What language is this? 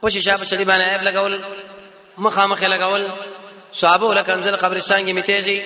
Pashto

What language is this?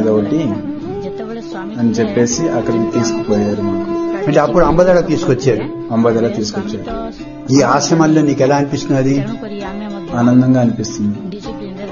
Telugu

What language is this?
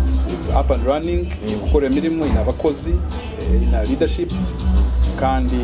Nyoro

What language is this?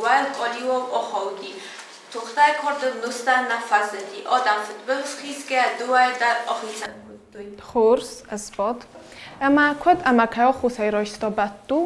Ossetic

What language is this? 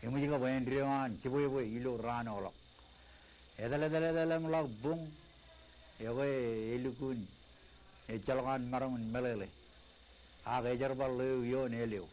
Marshallese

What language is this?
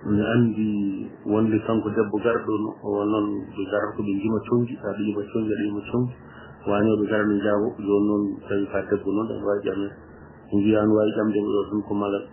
Fula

